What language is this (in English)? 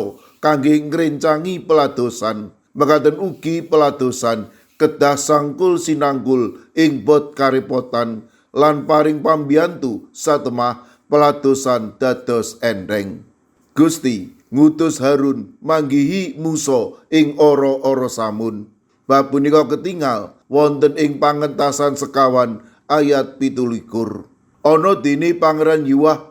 Javanese